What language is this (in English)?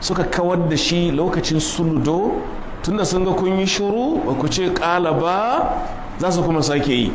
Hausa